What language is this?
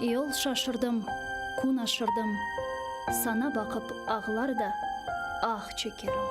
Crimean Tatar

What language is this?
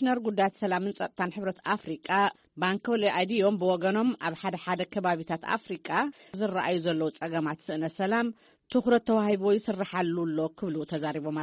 Tigrinya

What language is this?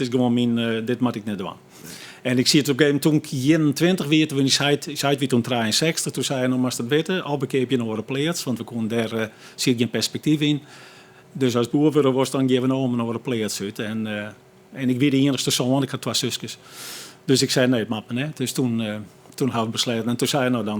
Western Frisian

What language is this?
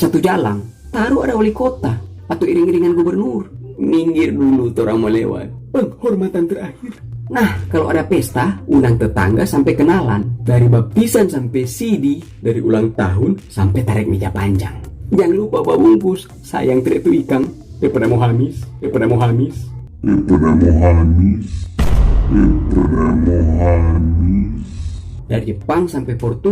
Manado Malay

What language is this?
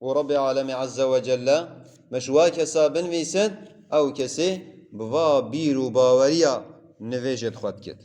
Kurdish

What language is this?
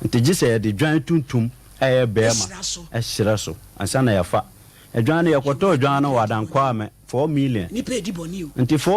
Akan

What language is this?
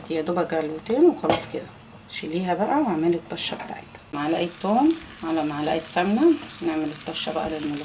Egyptian Arabic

